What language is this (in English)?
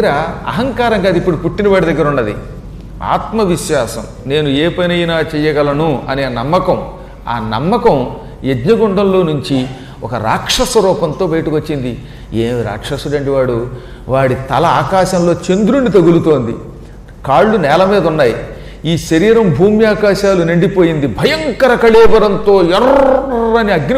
Telugu